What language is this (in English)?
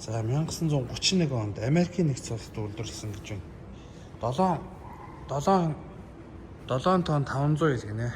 Mongolian